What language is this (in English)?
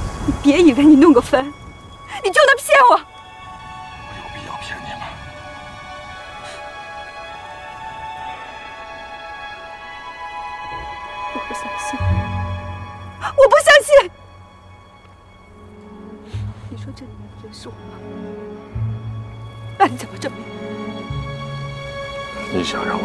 Chinese